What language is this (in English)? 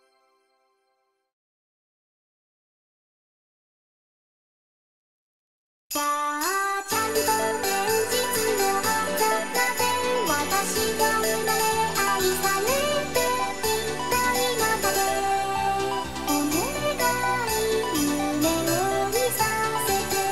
Japanese